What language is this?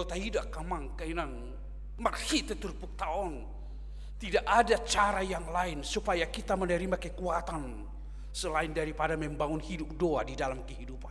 Batak Toba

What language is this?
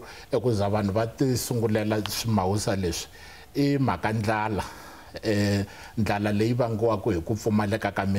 Tsonga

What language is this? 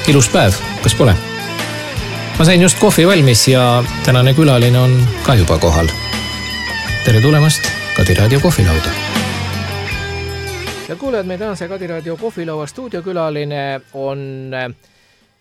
Estonian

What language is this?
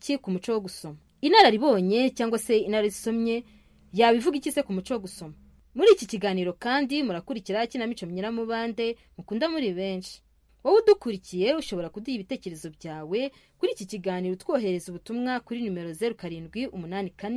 Kinyarwanda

